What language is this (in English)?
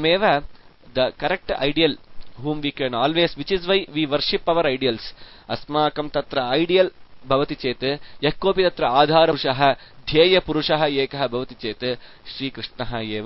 Sanskrit